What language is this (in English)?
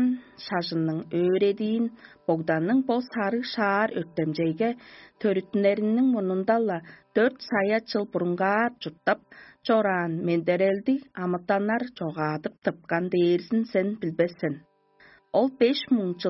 Tuvinian